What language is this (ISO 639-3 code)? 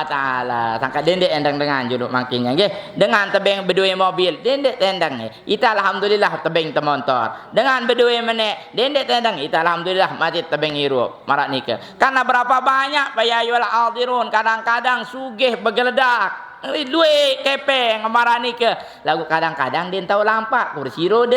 sas